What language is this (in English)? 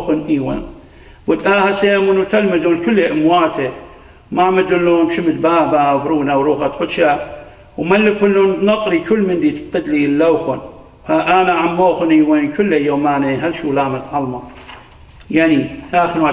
Assyrian Neo-Aramaic